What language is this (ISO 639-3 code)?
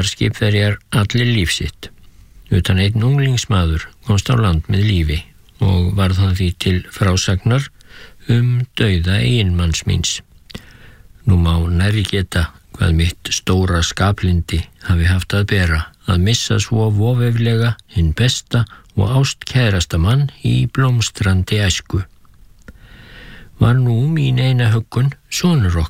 isl